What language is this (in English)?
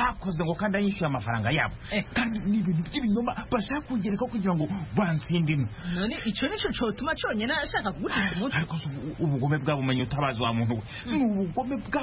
Kinyarwanda